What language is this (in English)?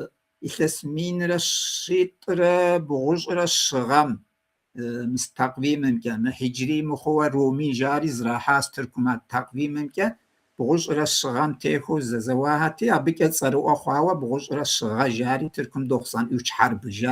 Kabardian